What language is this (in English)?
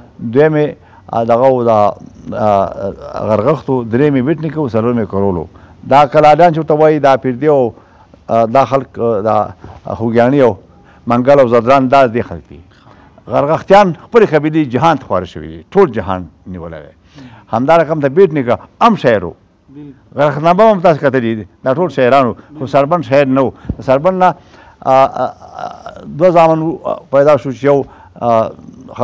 Pashto